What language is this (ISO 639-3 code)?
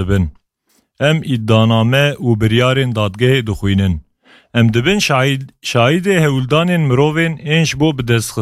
kur